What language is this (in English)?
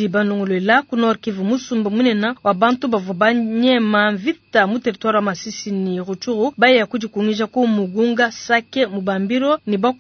Luba-Lulua